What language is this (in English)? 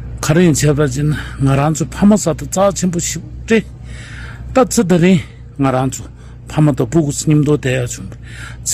Tibetan